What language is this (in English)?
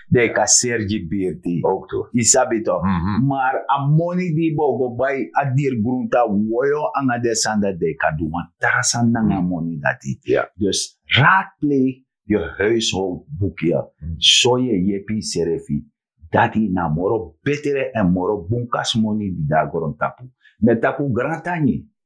Sranan Tongo